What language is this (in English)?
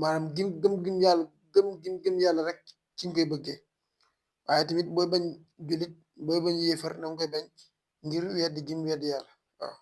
Wolof